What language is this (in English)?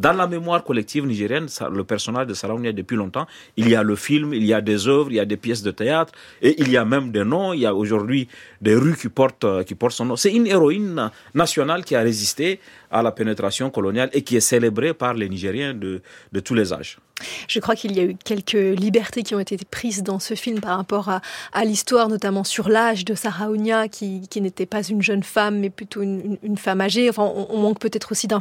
French